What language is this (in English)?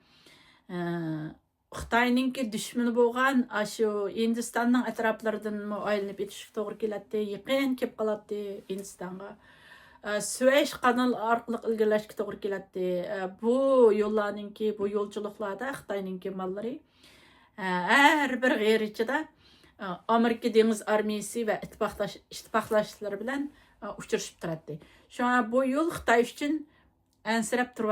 Uyghur